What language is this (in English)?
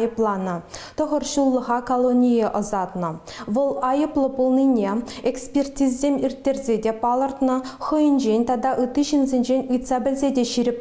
Chuvash